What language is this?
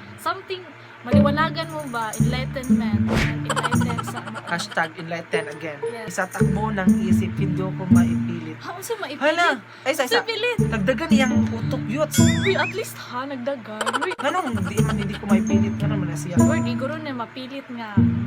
Cebuano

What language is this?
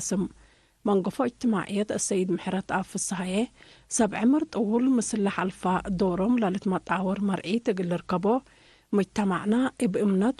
Tigre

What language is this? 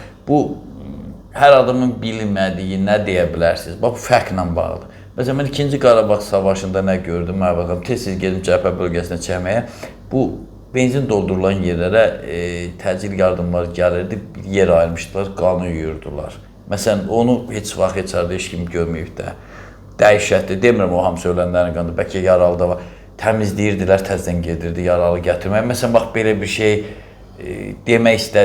Azerbaijani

